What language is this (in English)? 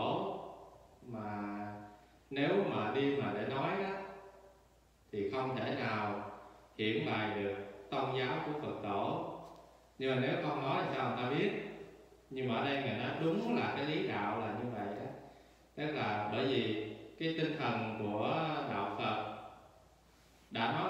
Vietnamese